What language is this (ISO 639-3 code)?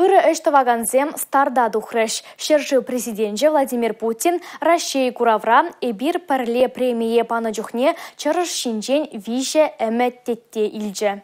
chv